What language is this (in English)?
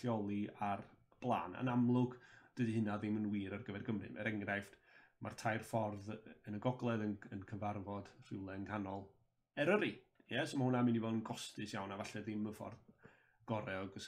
Welsh